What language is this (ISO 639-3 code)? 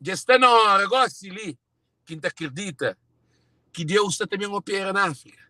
kea